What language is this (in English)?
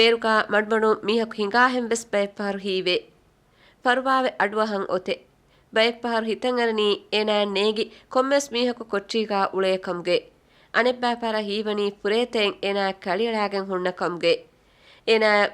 Divehi